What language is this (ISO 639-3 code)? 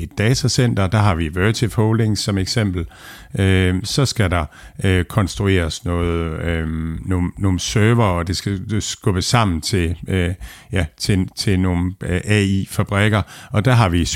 dan